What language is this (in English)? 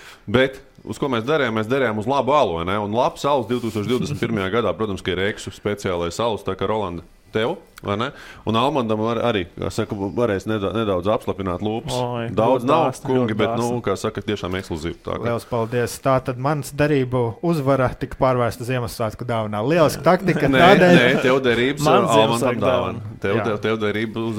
Latvian